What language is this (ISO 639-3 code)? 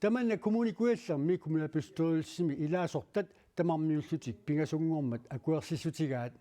kal